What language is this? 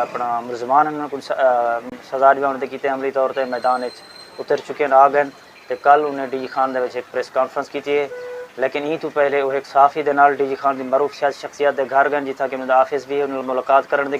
Saraiki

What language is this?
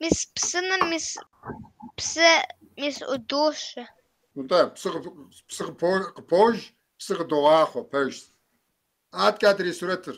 Kabardian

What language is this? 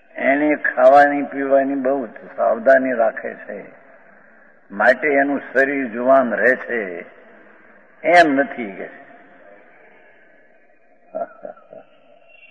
Gujarati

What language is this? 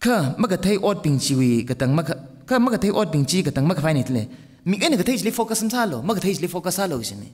Tangkhul Naga (India)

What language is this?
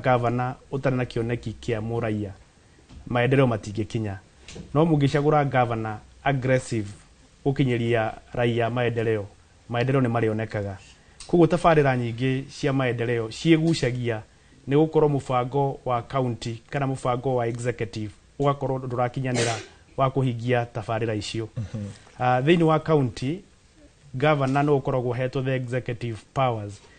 Kikuyu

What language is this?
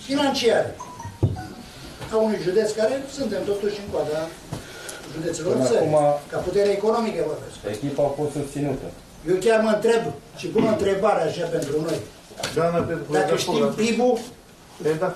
Romanian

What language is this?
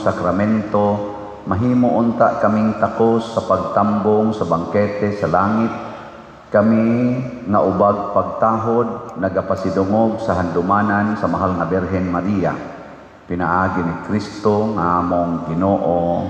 Cebuano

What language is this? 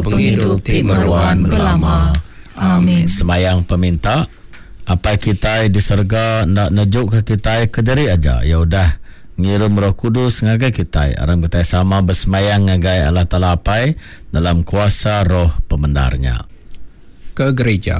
Iban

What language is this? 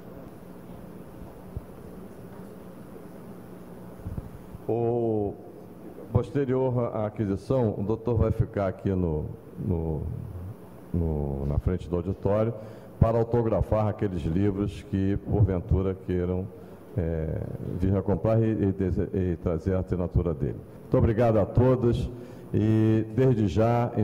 Portuguese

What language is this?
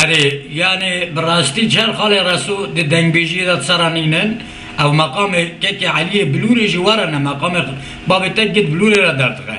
Kurdish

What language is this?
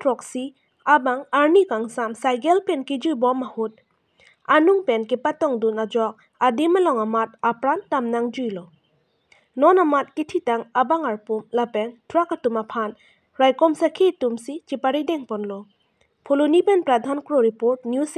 Karbi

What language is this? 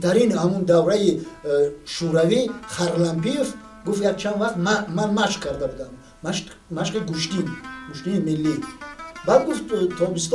Tajik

